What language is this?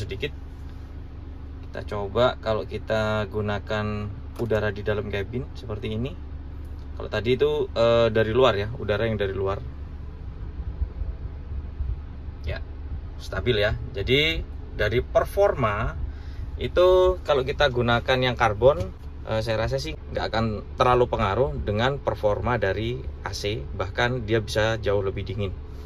Indonesian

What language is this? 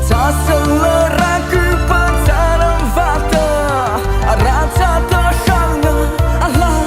Mara Chin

